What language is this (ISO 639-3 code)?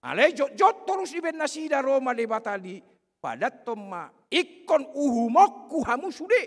bbc